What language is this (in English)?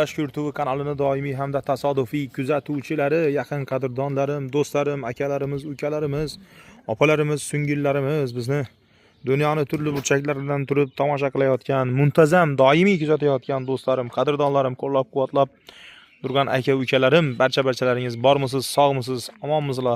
Uzbek